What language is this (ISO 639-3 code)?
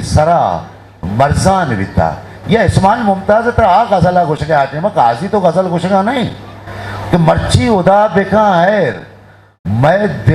bgp